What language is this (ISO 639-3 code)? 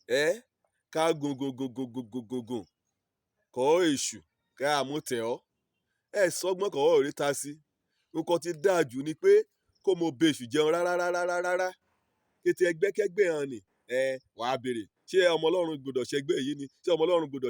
yor